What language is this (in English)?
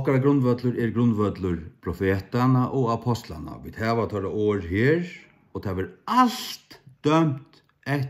Faroese